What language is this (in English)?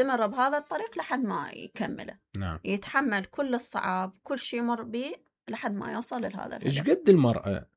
Mesopotamian Arabic